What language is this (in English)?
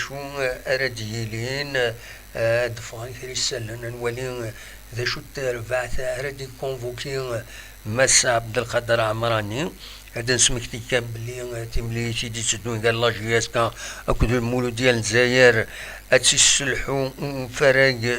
Kabyle